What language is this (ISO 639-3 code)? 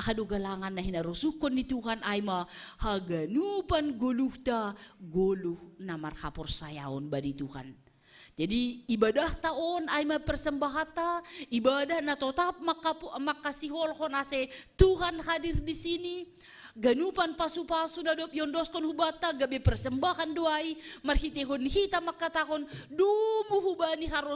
bts